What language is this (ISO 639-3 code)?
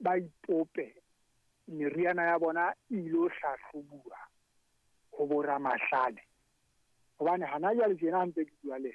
sot